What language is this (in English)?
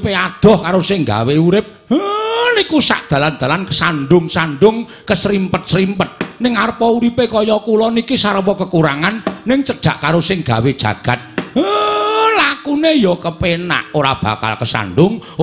Javanese